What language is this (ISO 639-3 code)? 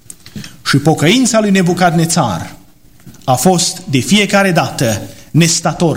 ron